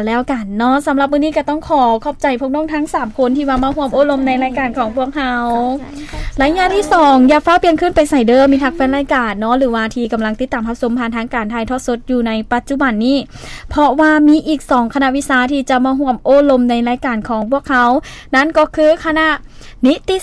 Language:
Lao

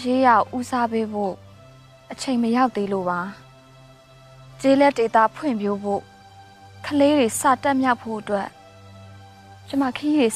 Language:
Burmese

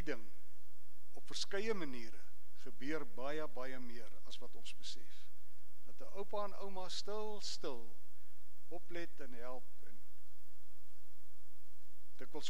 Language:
Afrikaans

